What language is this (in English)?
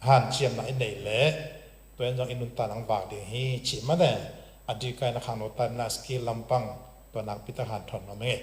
Tedim Chin